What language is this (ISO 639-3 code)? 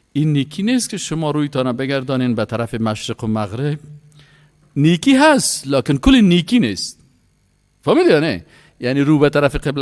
fas